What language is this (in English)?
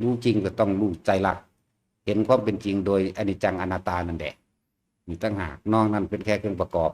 Lao